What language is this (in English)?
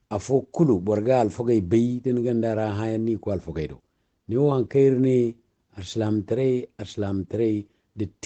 Zarma